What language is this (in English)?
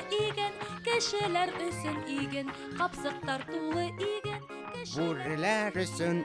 Bashkir